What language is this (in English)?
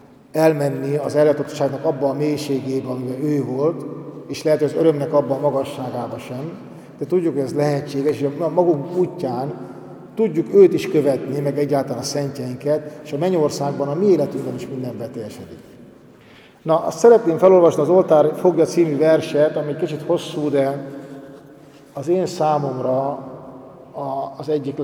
Hungarian